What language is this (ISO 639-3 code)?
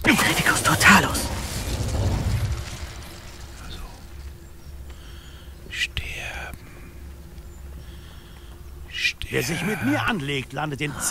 deu